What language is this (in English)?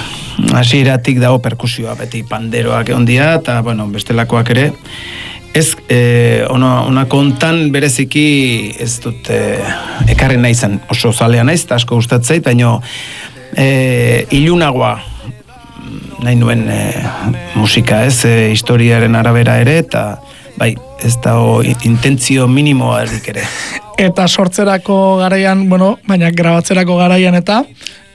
Basque